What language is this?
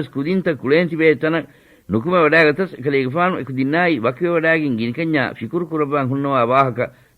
Divehi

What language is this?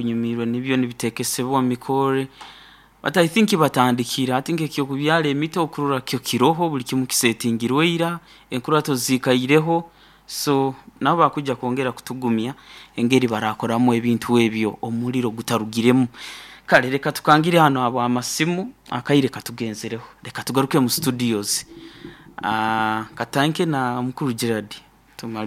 Nyoro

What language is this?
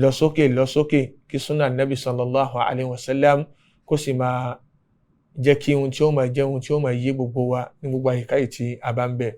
Yoruba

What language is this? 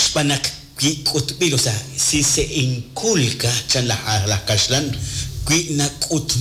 Kekchí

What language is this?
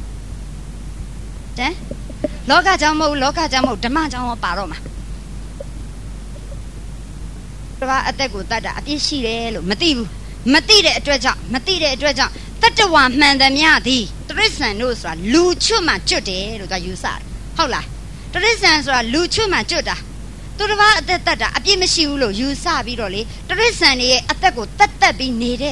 Burmese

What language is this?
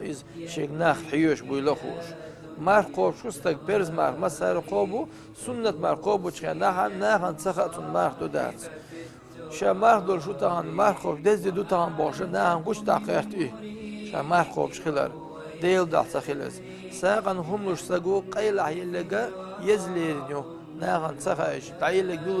Chechen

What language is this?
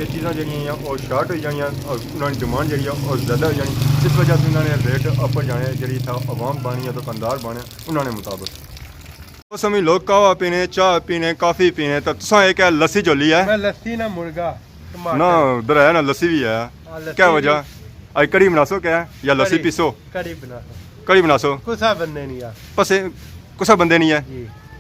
Pahari-Potwari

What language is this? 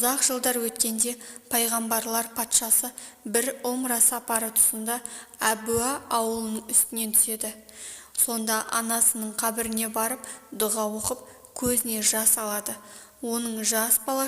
Kazakh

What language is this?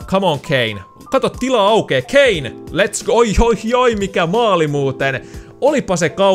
Finnish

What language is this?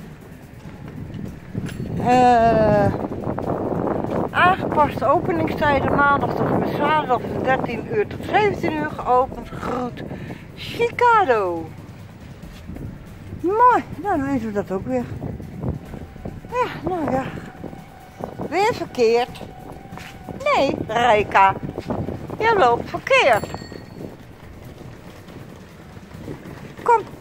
Dutch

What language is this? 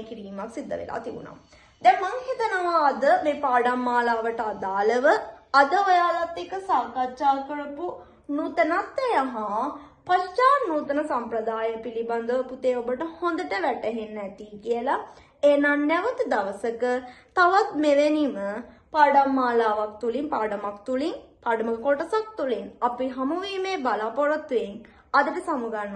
Sinhala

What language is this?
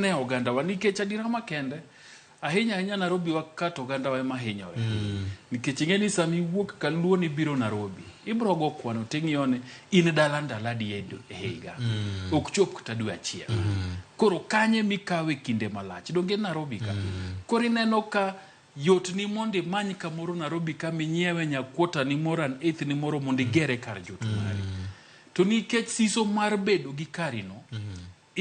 Luo (Kenya and Tanzania)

